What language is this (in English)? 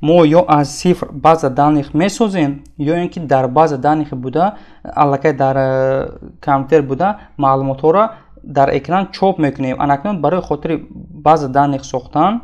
Tajik